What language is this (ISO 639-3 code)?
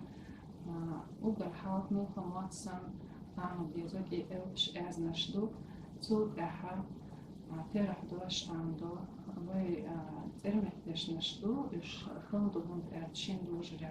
che